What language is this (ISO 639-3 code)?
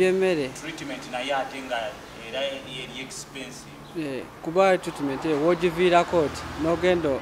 lug